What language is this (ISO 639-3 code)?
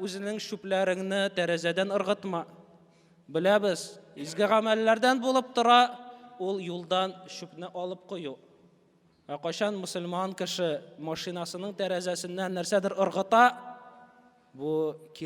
tat